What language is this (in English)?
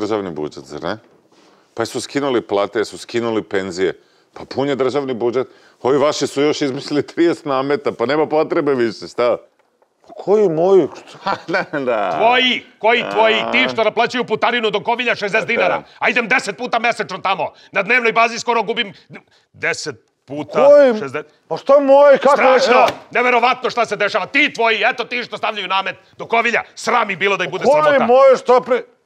Serbian